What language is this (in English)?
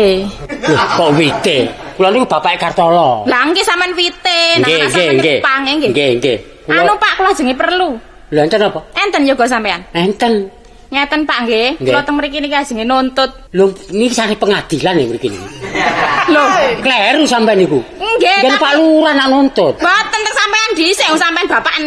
Javanese